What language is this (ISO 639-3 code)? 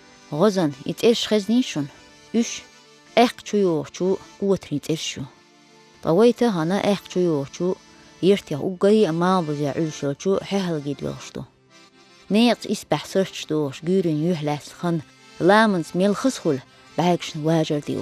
che